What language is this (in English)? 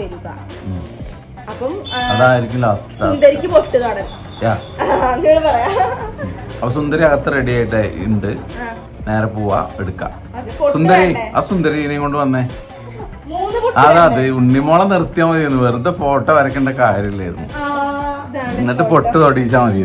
Malayalam